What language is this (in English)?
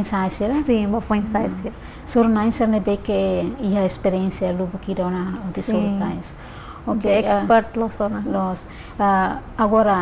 Tetum